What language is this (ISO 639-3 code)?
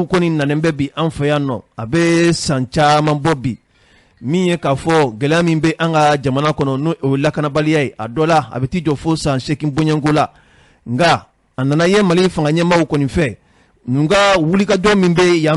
bam